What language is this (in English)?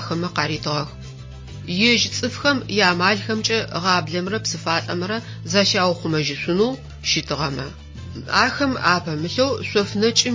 Adyghe